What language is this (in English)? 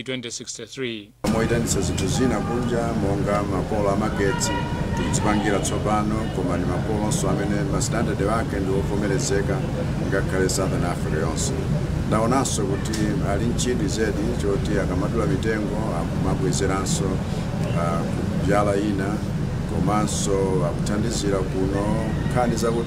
Nyanja